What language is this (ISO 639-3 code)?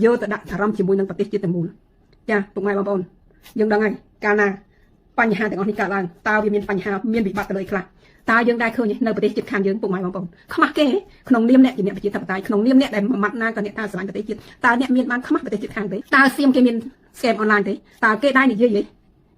khm